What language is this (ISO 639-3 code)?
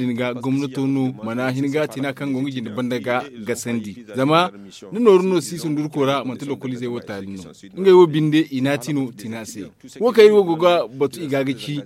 dje